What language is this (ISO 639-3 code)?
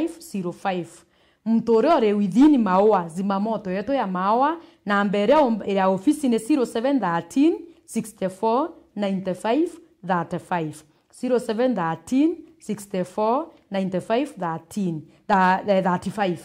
mer